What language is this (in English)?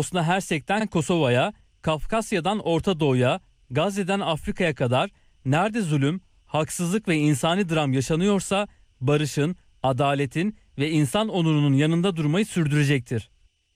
Turkish